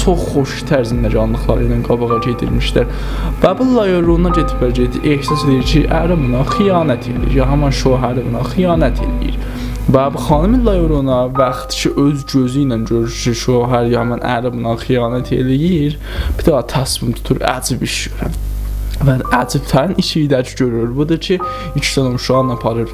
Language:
South Azerbaijani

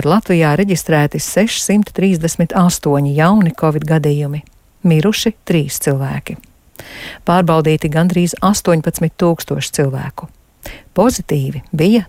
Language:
Latvian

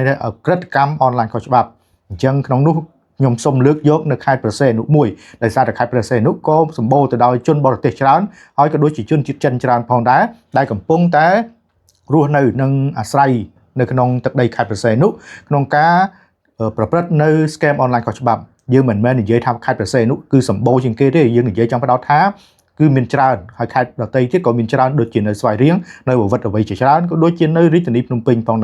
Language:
Khmer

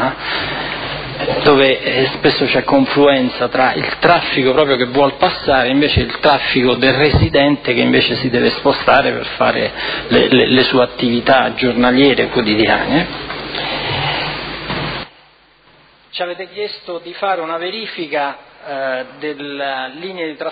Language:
Italian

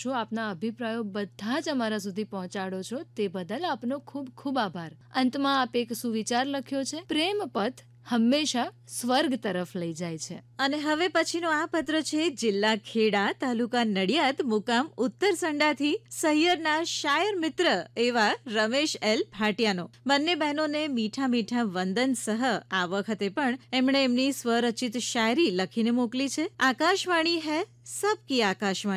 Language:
Gujarati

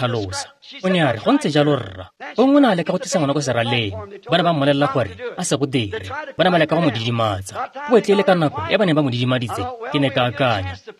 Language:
Tswana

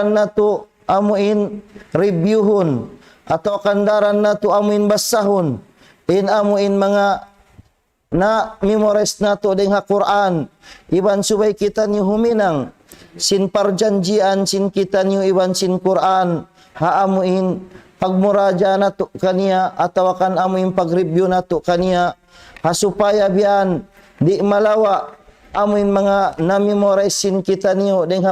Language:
Tausug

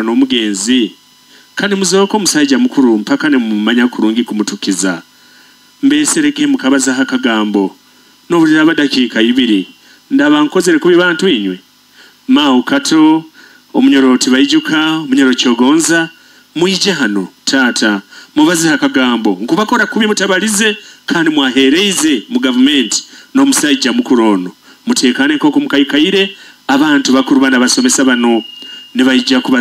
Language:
Nyoro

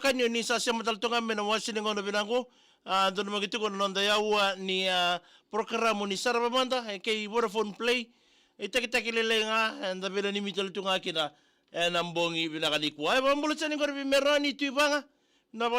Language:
Fijian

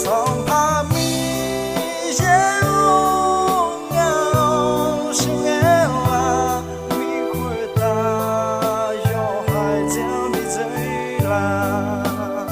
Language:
Akha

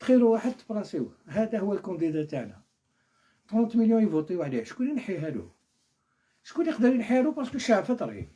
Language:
Algerian Arabic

